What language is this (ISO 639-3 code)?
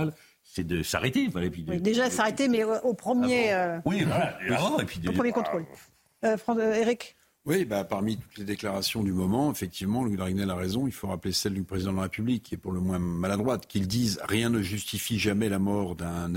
fra